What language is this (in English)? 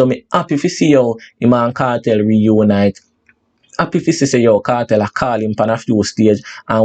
Jamaican Creole English